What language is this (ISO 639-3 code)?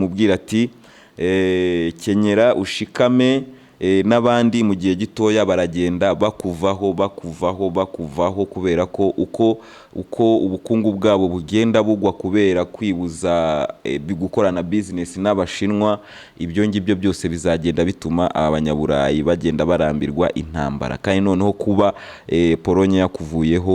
kin